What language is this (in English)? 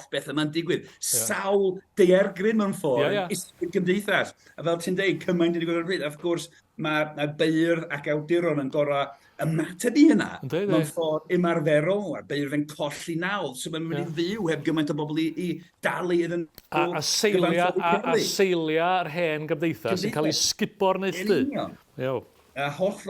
Welsh